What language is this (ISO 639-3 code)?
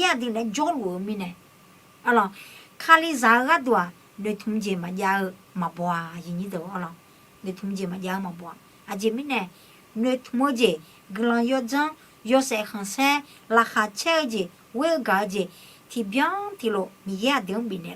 ahk